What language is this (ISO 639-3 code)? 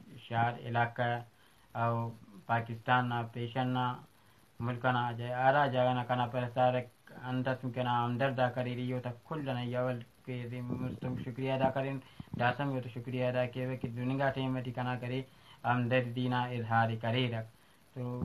brh